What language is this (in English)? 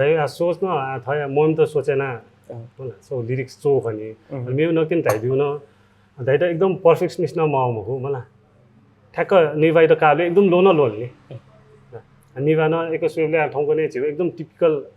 Newari